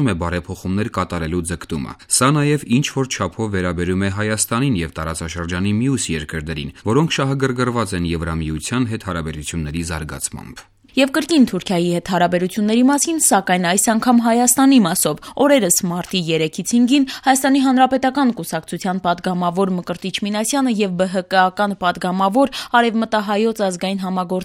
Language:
Armenian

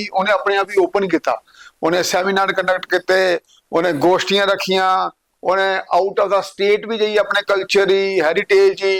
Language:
Dogri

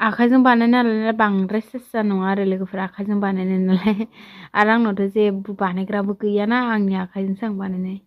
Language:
Bodo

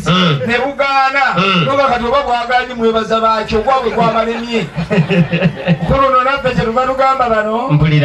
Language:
Ganda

